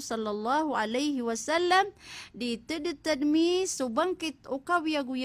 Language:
Maranao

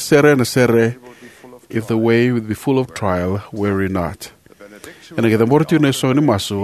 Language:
Fijian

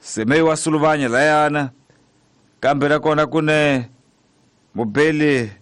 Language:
Tsonga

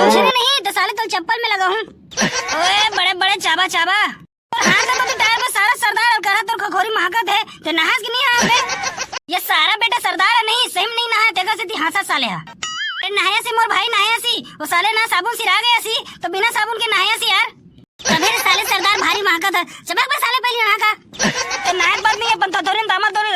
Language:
Chhattisgarhi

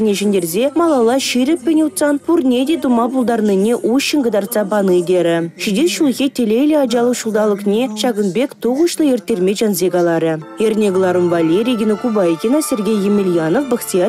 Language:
Chuvash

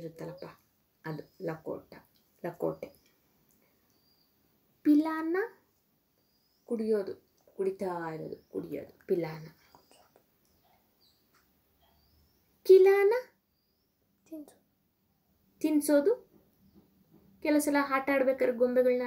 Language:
Kannada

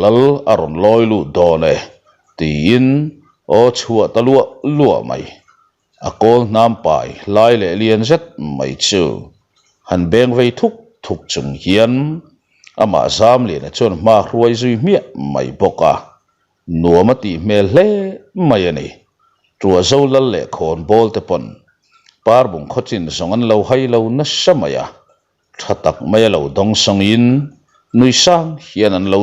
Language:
Mizo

